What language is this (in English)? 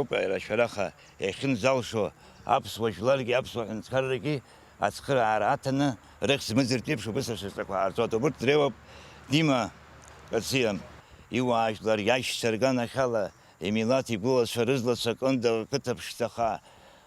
Abkhazian